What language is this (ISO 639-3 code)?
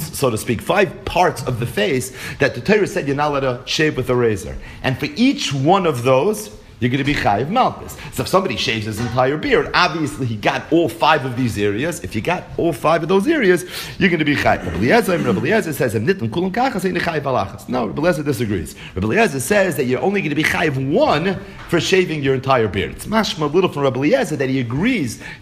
eng